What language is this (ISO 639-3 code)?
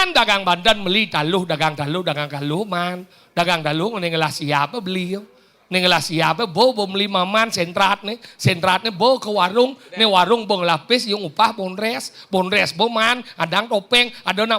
ban